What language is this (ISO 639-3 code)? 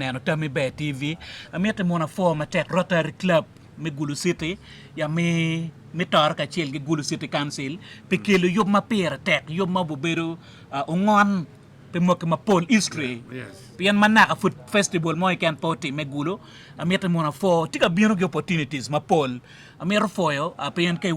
ach